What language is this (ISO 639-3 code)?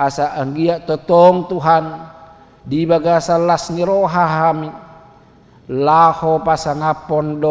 bbc